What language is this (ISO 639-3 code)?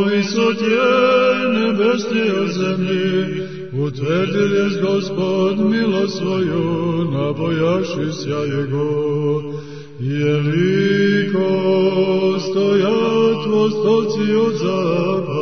srp